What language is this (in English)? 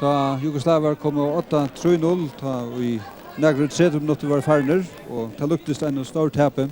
Faroese